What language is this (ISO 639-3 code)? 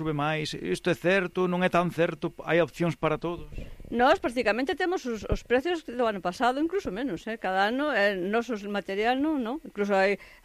glg